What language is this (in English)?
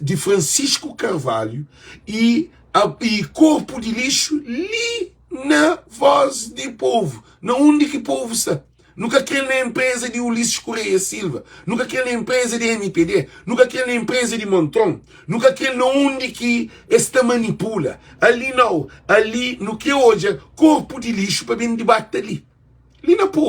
Kabuverdianu